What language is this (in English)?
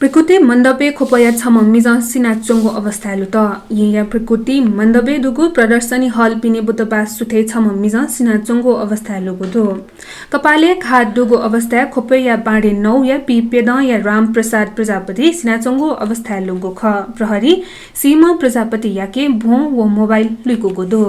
Newari